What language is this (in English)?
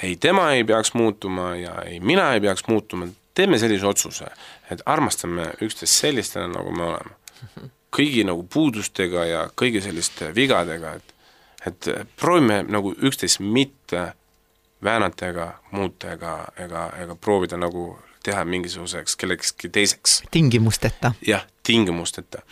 Estonian